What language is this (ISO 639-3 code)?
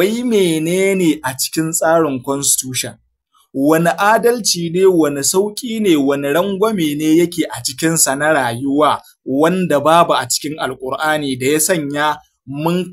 hau